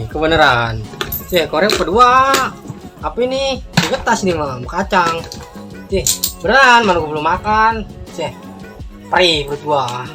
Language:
Betawi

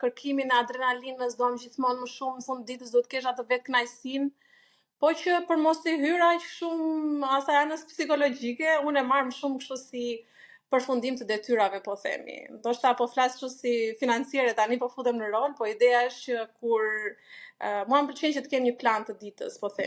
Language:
Albanian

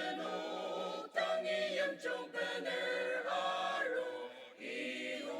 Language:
Ao Naga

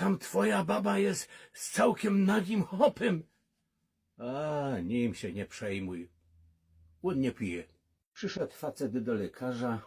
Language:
Silesian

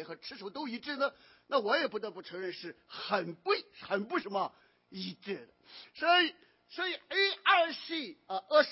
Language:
Chinese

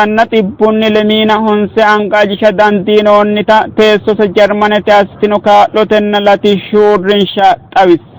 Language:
Sidamo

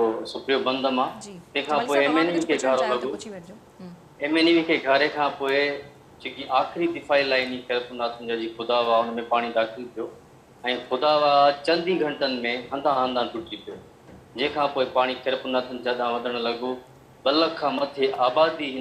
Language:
Sindhi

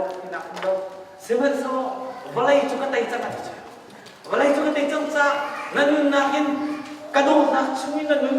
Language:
Hakha Chin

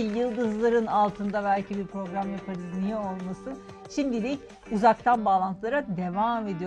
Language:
Turkish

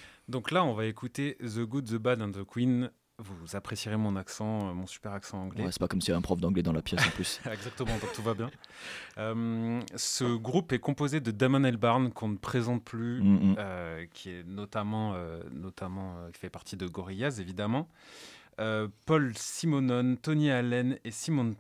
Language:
French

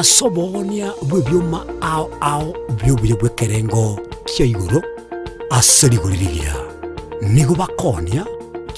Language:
Gusii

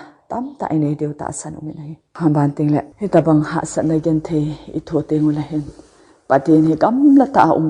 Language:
Thado Chin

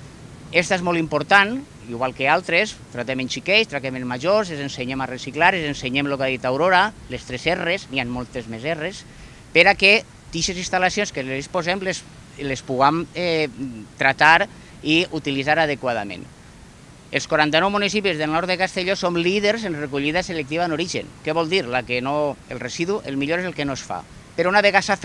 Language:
Catalan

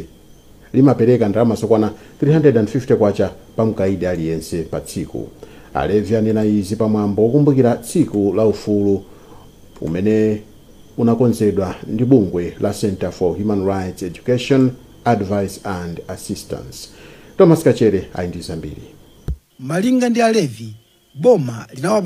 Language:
Nyanja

